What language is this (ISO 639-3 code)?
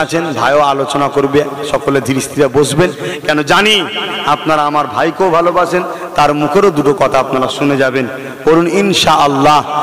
ben